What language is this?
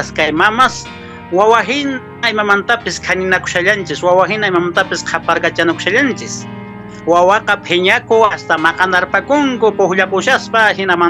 Quechua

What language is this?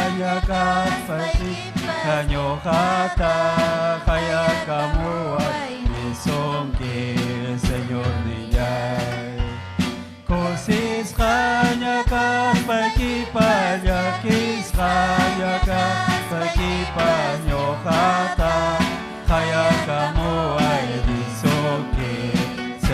Ayacucho Quechua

